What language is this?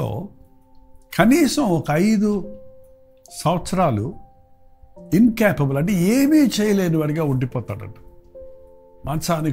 Telugu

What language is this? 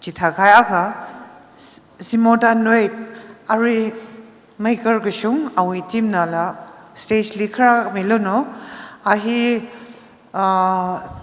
Tangkhul Naga (India)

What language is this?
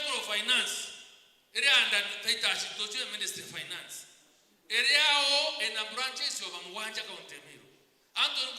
Meru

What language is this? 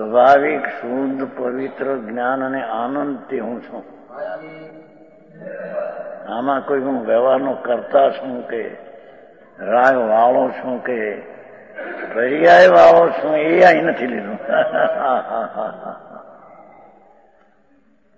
Gujarati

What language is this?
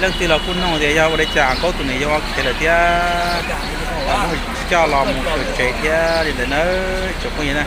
Hmong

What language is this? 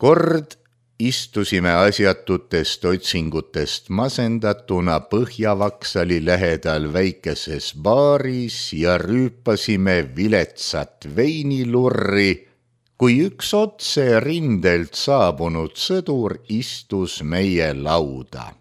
Estonian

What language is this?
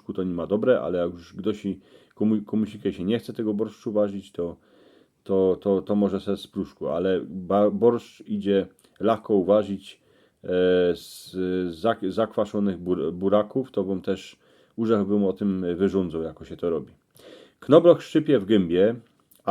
Silesian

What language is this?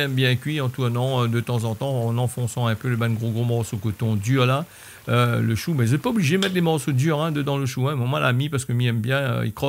Réunion Creole French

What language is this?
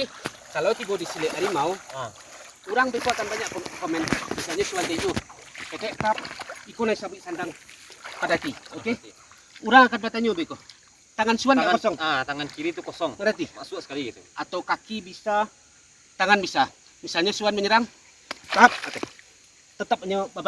Minangkabau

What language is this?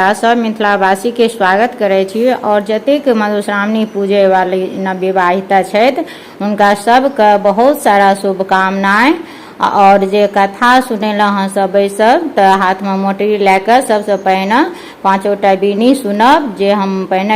Maithili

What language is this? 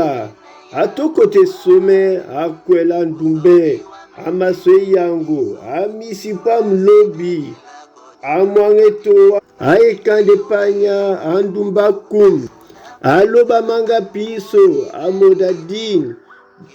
Duala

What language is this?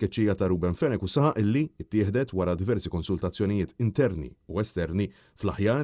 Maltese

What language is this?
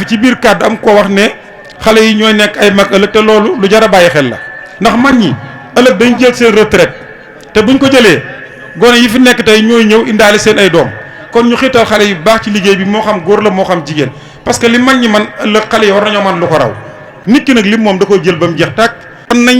Wolof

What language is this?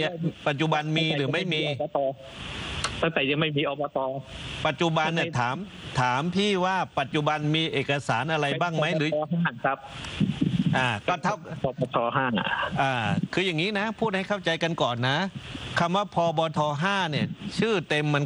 Thai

